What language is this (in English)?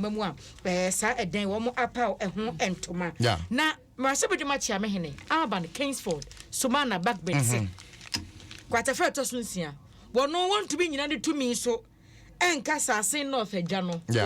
Akan